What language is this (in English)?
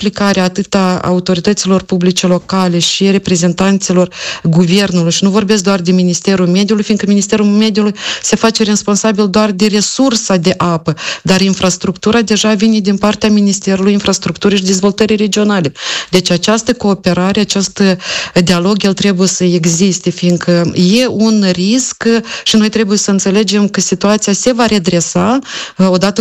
Romanian